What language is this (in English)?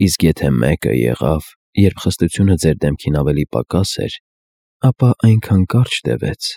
Armenian